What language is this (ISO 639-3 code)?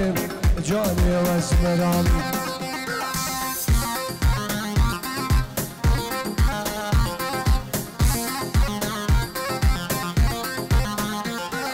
fas